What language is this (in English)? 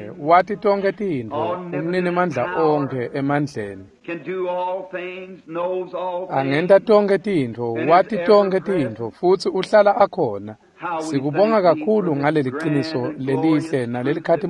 Swati